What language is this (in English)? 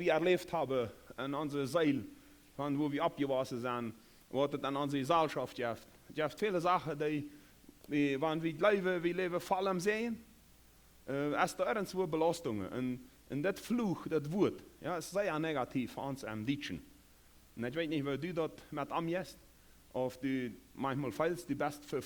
Plautdietsch